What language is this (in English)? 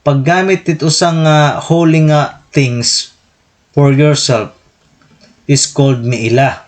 Waray